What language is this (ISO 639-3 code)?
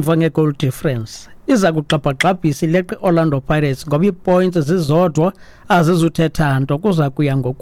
xho